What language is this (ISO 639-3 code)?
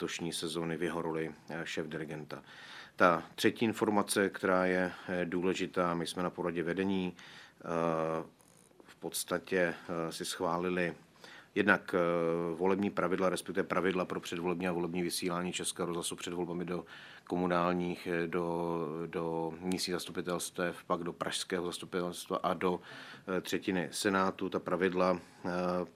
ces